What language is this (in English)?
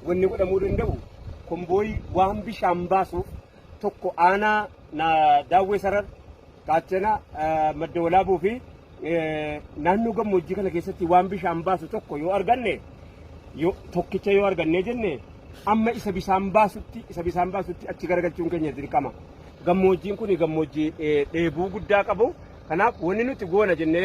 Oromo